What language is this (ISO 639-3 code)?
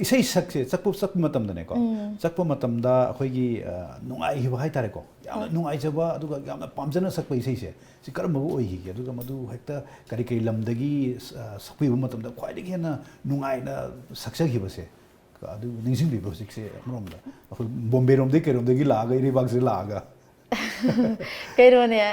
mni